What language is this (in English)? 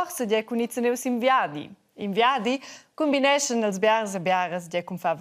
Romansh